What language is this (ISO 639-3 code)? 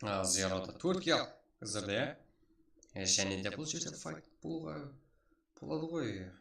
kaa